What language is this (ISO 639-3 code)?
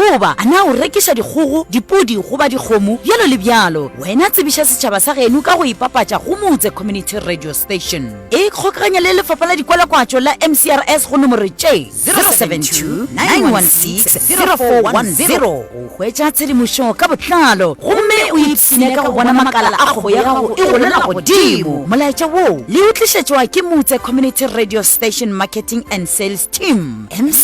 nso